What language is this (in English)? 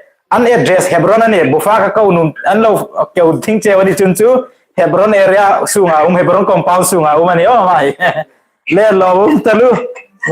Hmar